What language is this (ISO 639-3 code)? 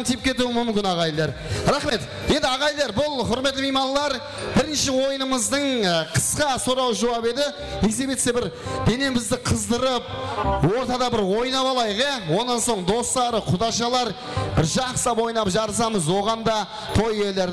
kaa